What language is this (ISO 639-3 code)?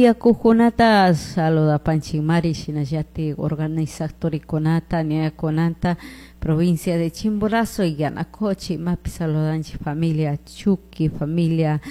qug